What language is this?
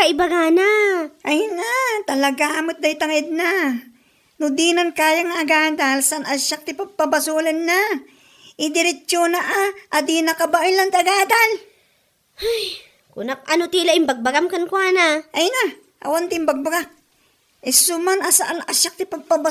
Iloko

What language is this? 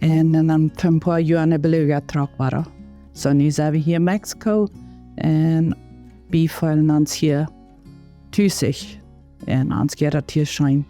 Plautdietsch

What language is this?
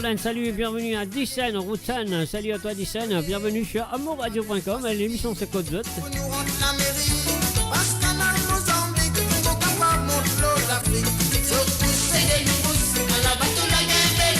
Morisyen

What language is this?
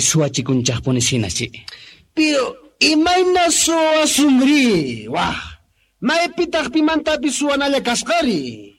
Quechua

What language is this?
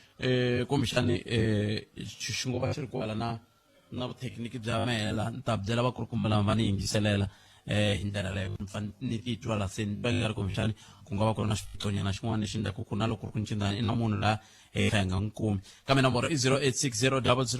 Tsonga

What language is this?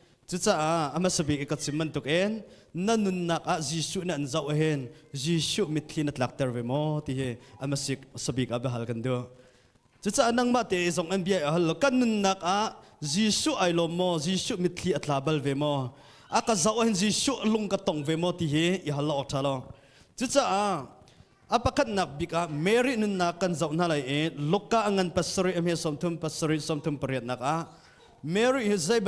Hakha Chin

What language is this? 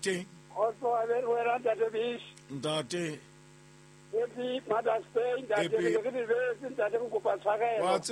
Southern Sotho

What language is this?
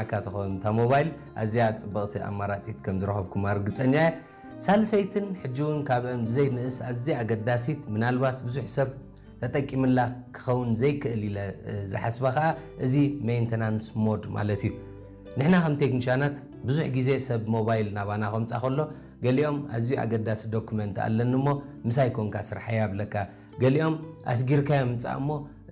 Tigrinya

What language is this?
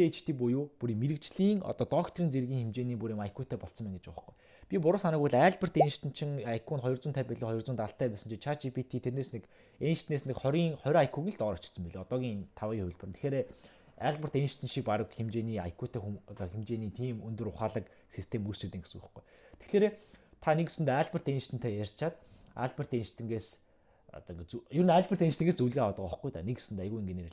Mongolian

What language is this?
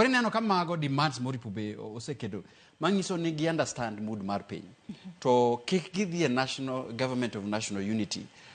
Luo (Kenya and Tanzania)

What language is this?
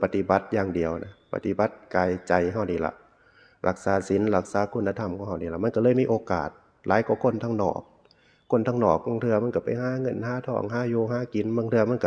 Northeastern Thai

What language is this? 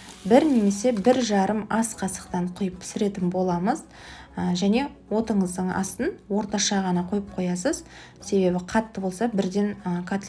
Kazakh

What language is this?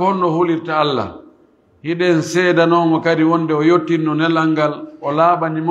Pular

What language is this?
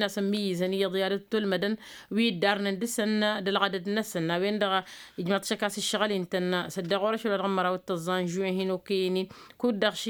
Tamasheq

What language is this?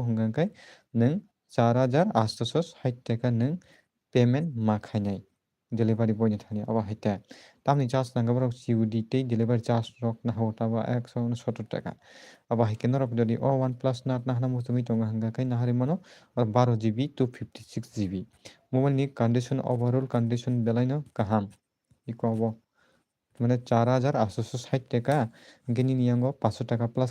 Kok Borok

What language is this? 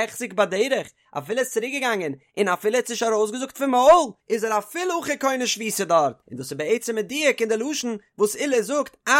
Yiddish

